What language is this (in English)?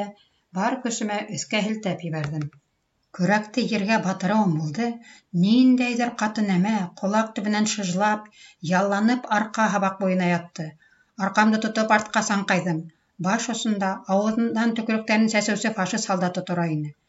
Bashkir